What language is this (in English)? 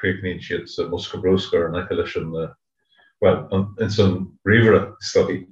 Irish